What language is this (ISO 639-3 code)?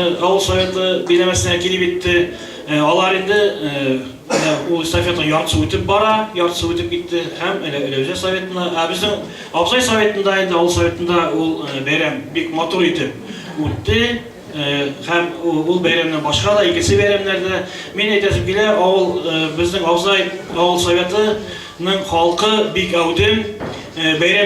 bak